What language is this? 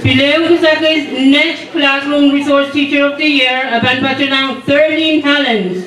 Pohnpeian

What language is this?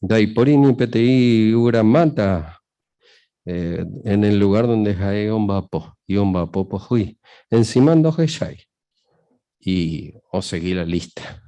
Guarani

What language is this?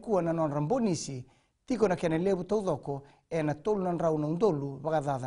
Fijian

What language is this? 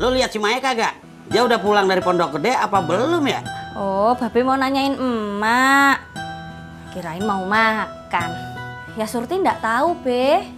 Betawi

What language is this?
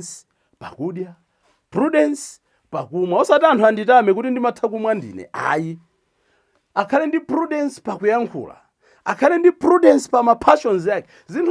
Nyanja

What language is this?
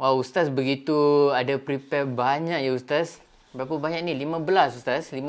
Banjar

